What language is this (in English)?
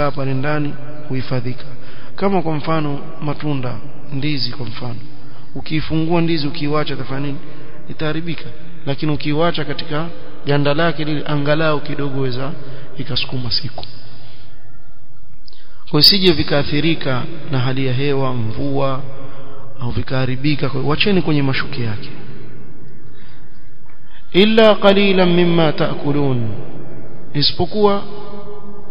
Swahili